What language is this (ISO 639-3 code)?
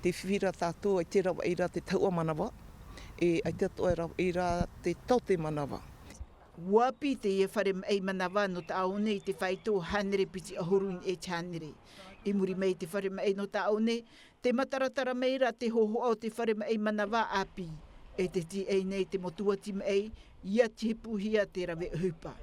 tah